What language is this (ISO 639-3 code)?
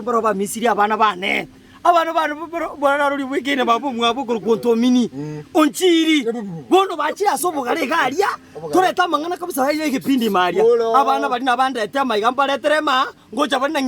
guz